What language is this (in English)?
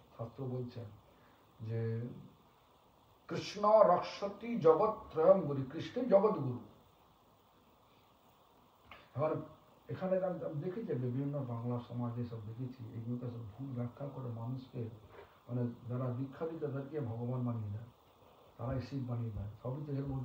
Bangla